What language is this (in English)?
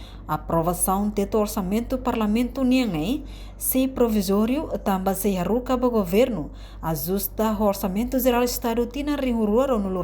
Tetum